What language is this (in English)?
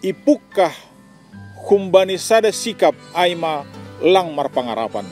Batak Simalungun